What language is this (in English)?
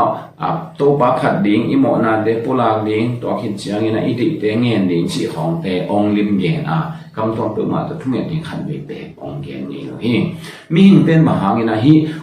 Tedim Chin